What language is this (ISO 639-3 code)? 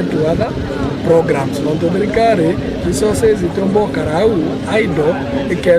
mer